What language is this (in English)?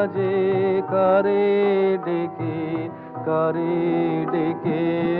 Bangla